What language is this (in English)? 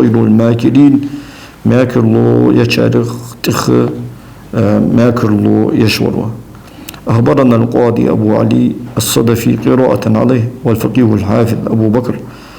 Ingush